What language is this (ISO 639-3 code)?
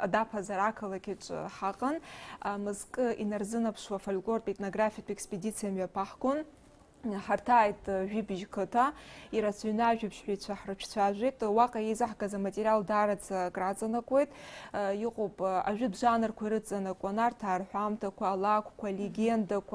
abk